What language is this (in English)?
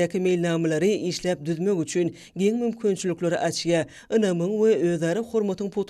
Turkmen